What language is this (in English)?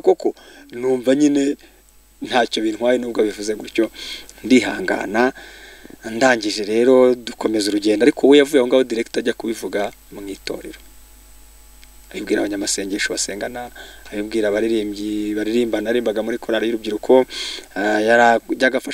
Kinyarwanda